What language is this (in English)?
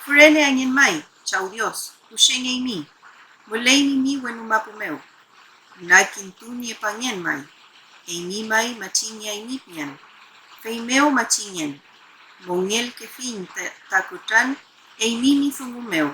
Mapuche